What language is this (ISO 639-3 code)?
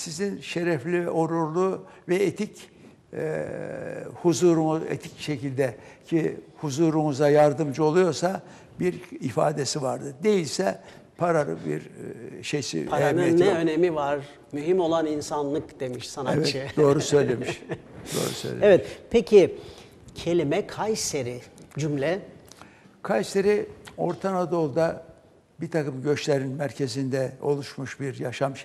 tur